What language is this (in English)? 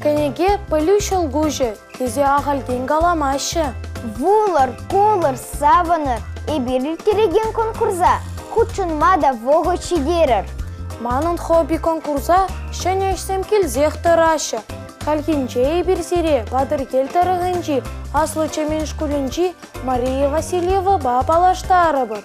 Chuvash